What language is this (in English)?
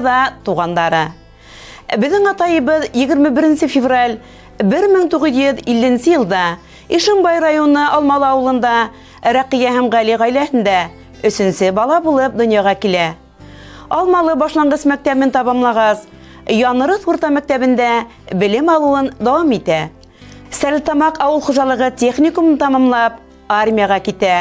Bashkir